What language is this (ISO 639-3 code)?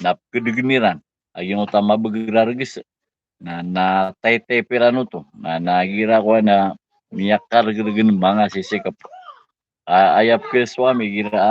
mrw